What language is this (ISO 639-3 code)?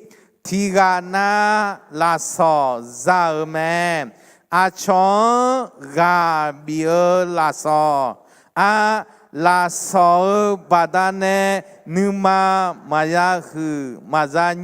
ahk